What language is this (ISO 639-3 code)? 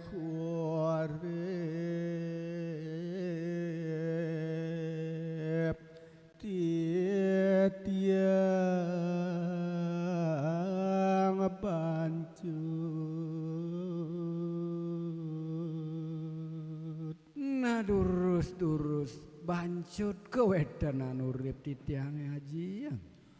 ban